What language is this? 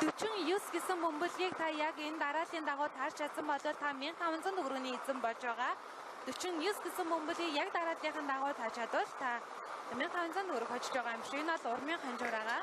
Mongolian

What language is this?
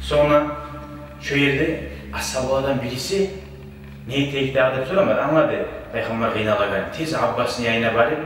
Kumyk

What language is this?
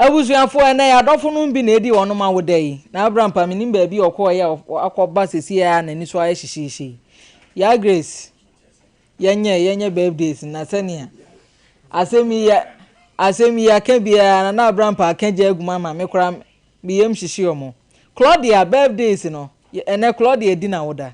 Akan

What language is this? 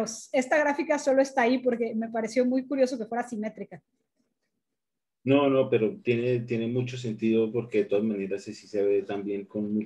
Spanish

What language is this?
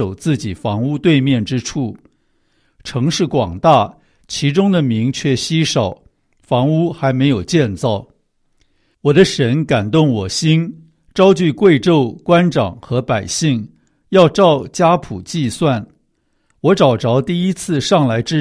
Chinese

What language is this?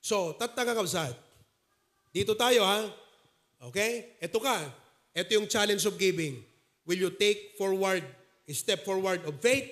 Iloko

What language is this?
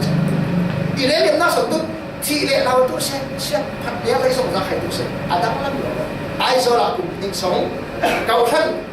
Falam Chin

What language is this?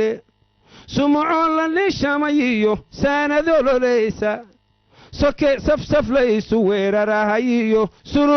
Somali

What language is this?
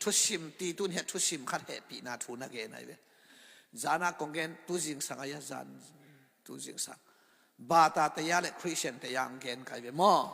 Tedim Chin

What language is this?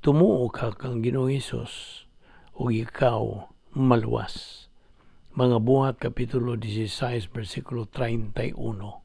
Cebuano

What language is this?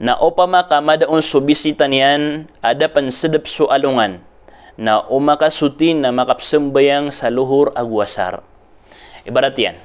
Maranao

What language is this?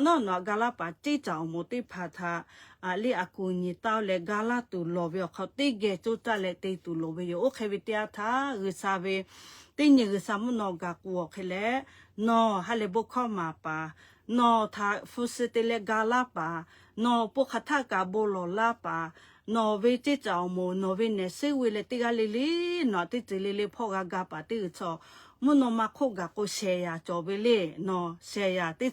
Lahu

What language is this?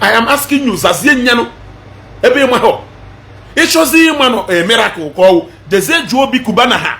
Igbo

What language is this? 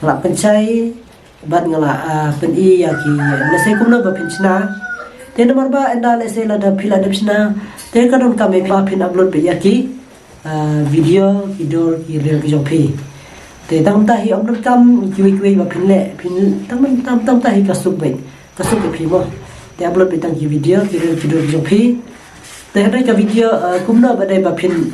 Khasi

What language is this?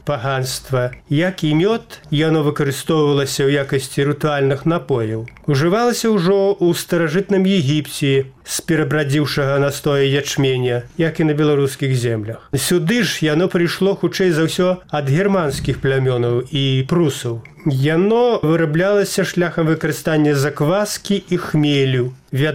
Belarusian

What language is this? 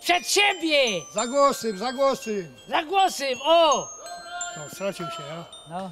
Silesian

